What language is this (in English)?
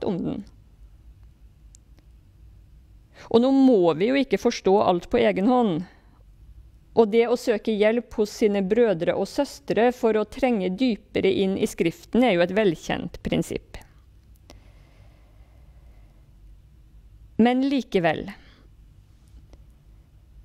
Norwegian